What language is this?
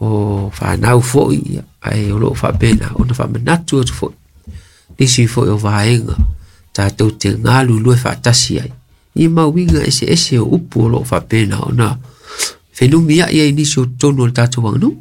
Samoan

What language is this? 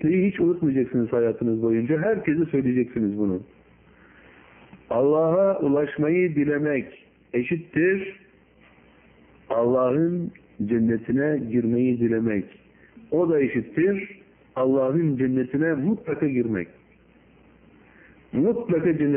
Turkish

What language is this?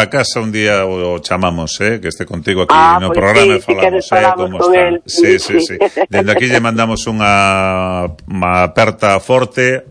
Galician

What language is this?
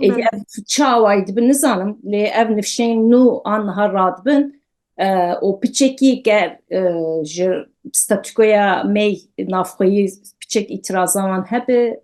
Kurdish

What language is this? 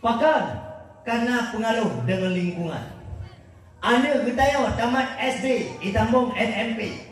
Achinese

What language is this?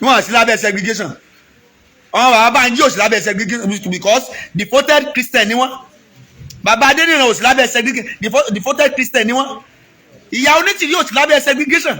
Yoruba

